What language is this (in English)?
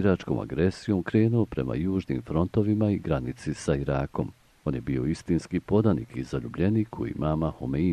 Bosnian